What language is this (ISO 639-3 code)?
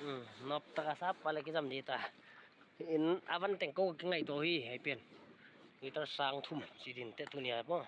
pck